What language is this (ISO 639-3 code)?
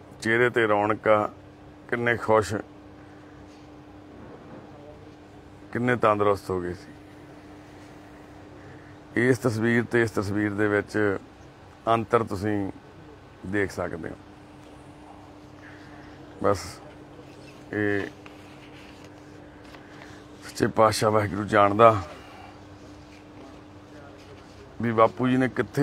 pan